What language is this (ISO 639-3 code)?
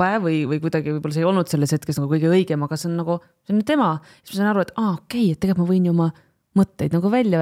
est